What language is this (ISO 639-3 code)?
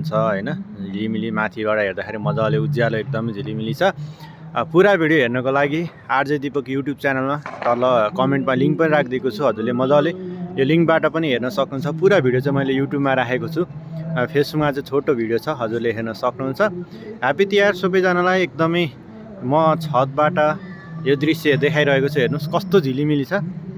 nep